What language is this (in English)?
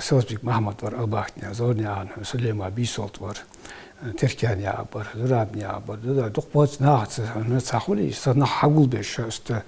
Ingush